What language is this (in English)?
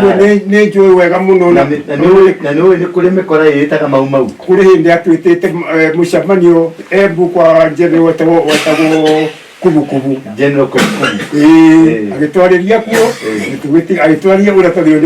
Kikuyu